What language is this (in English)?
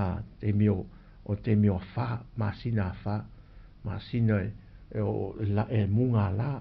Samoan